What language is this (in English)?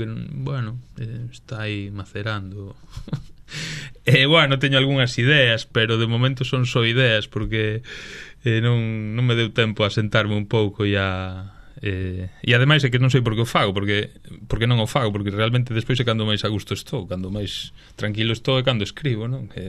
Galician